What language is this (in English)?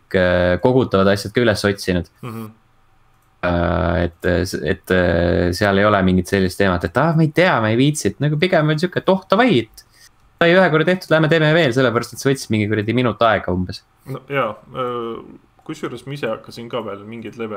Estonian